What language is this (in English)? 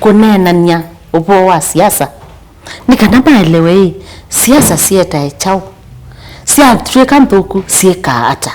Kamba